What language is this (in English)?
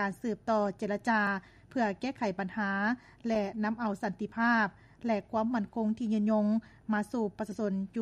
Lao